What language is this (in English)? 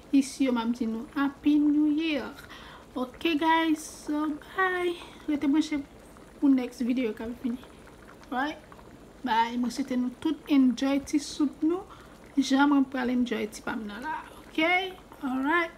Haitian Creole